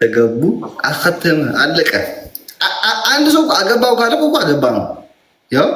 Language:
Amharic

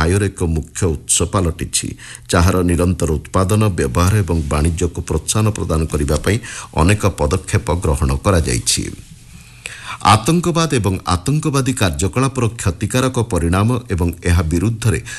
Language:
Odia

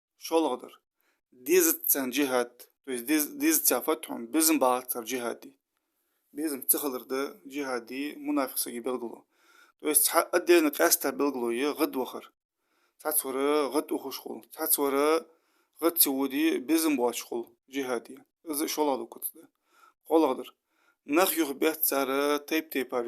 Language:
Ingush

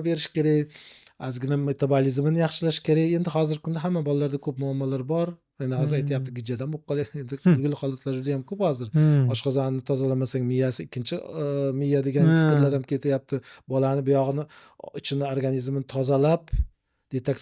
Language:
Uzbek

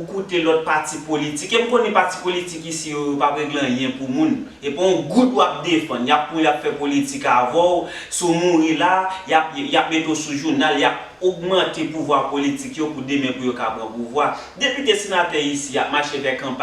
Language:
Haitian Creole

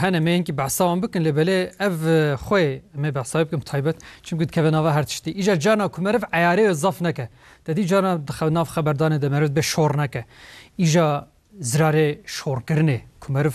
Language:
Kurdish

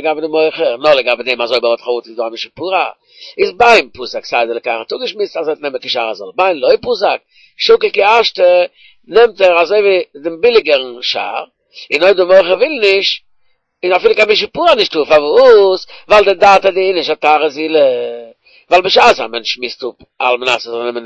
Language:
Yiddish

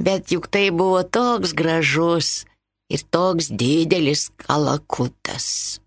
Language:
Lithuanian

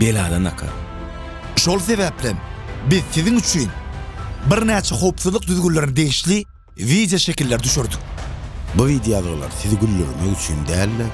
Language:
Turkmen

